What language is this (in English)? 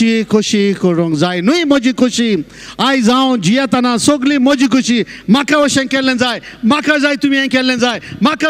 Konkani